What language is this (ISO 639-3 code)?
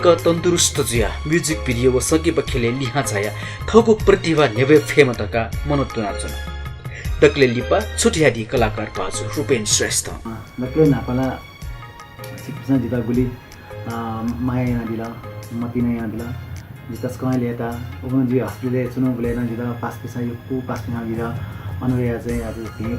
new